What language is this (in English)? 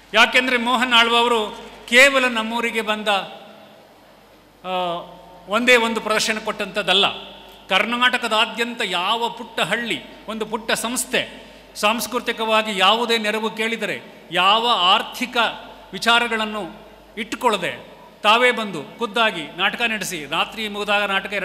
Kannada